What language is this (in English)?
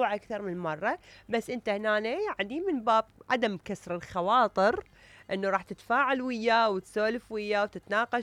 Mesopotamian Arabic